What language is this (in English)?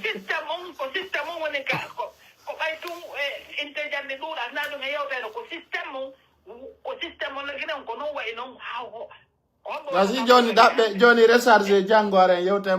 Pular